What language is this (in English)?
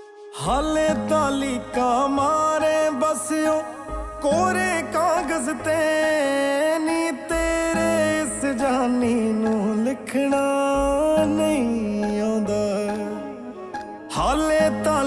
Punjabi